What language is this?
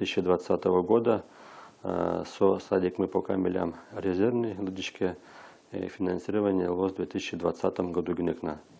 Udmurt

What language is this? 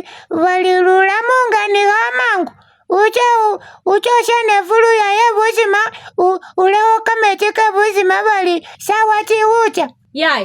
Masaaba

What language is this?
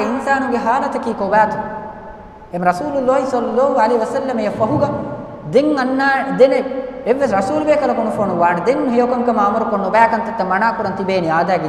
Divehi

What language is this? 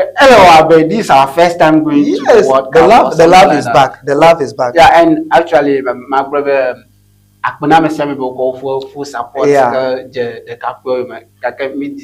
Ewe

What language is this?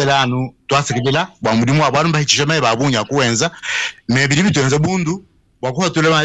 Luba-Lulua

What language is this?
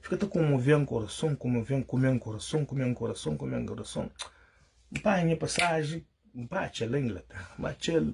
Kabuverdianu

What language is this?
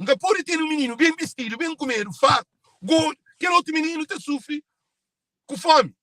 Kabuverdianu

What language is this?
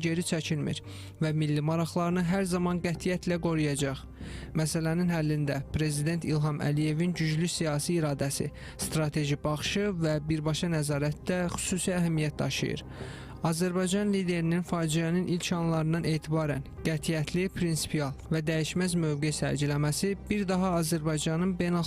Azerbaijani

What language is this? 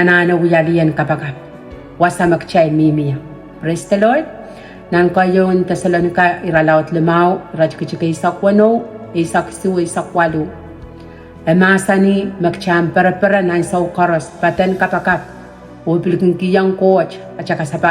Pohnpeian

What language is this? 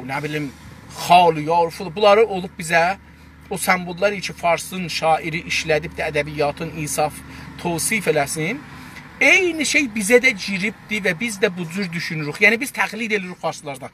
South Azerbaijani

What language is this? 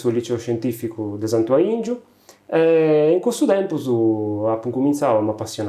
Sardinian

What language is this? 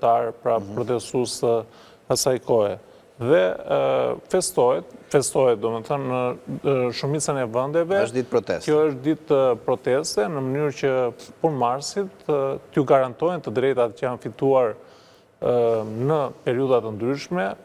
Albanian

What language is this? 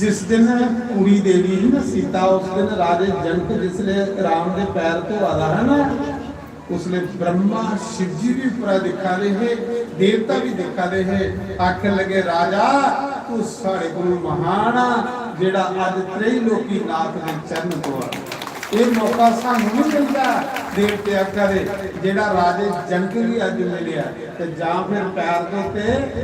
Dogri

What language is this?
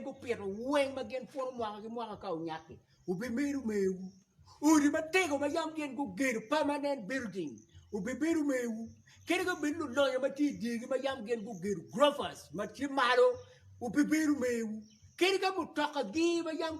Acoli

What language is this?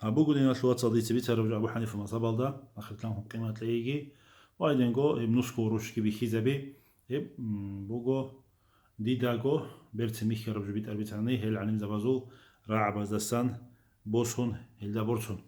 Avaric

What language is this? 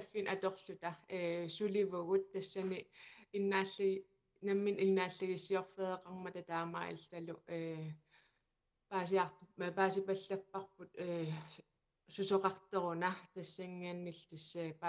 Kalaallisut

